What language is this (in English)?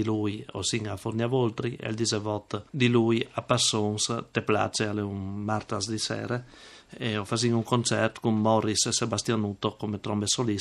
Friulian